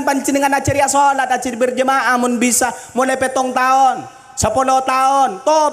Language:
Madurese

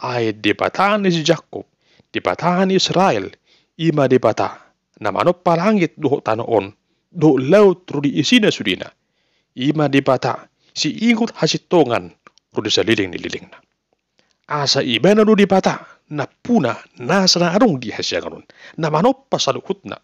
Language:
Batak Toba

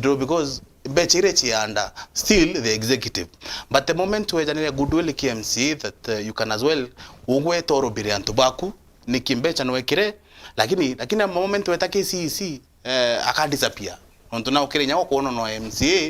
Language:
Meru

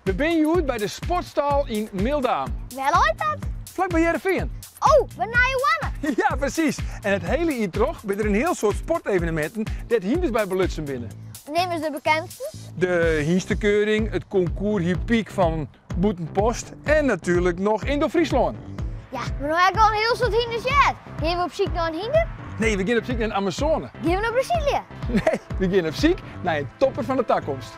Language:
Western Frisian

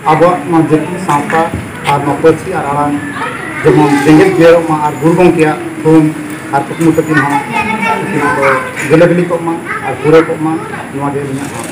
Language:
Santali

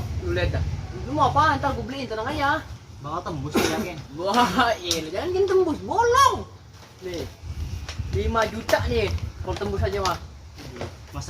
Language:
Betawi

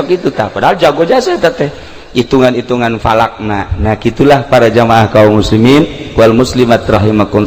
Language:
Sundanese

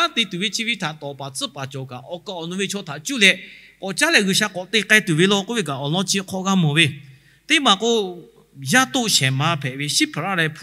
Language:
Lahu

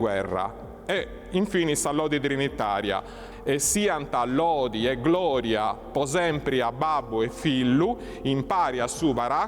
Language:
Sardinian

